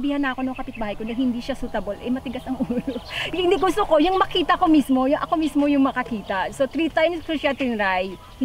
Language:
Filipino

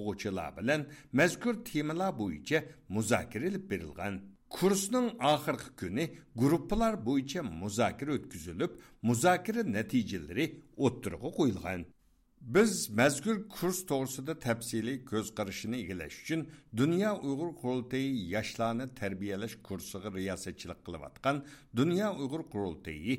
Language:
Uyghur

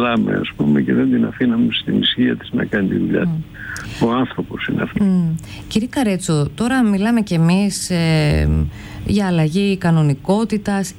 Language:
Greek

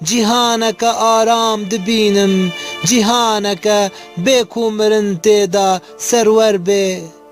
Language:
Kurdish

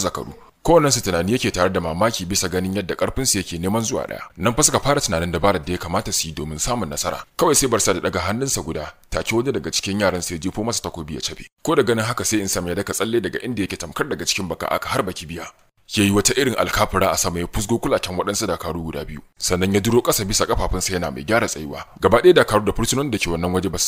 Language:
Hausa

